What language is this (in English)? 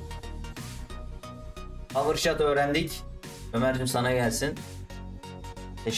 Turkish